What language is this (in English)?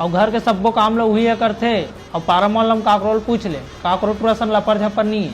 Chhattisgarhi